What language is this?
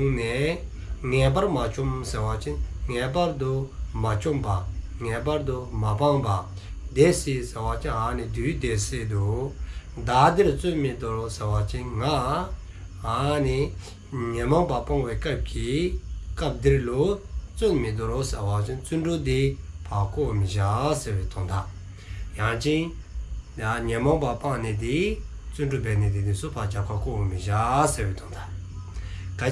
Dzongkha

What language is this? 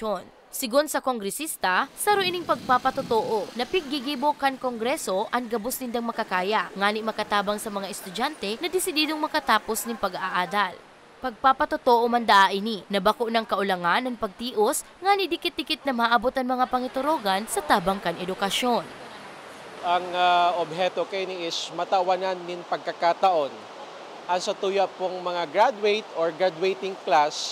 Bikol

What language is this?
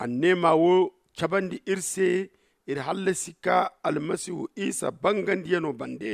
Zarma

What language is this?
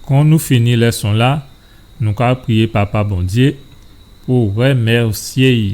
Guadeloupean Creole French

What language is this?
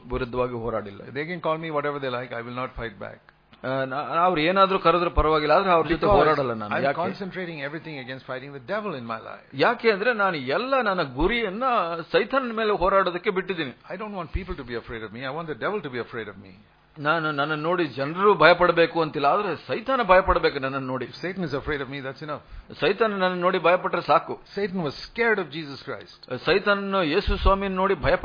Kannada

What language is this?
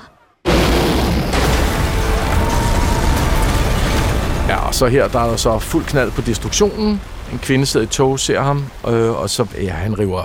Danish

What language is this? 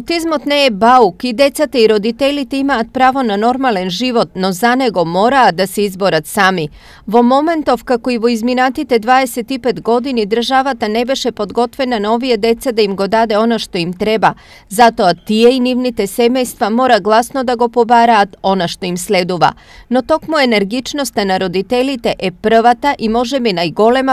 Macedonian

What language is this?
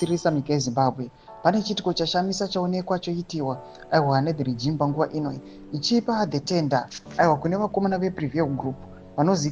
Shona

